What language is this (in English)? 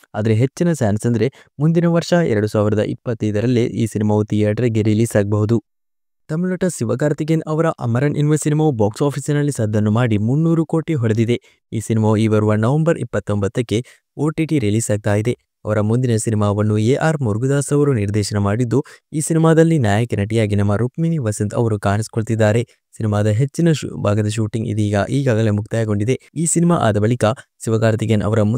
Kannada